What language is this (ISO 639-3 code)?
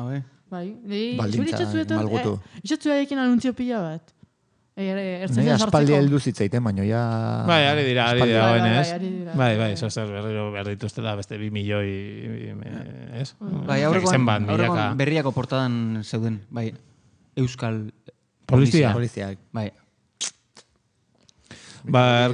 eus